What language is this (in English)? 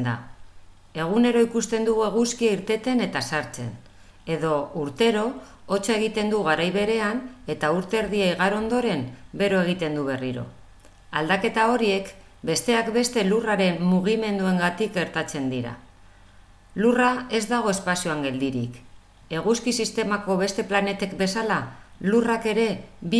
Basque